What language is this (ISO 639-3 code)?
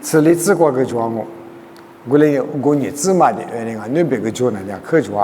lis